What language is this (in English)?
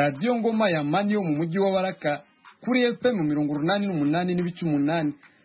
Kinyarwanda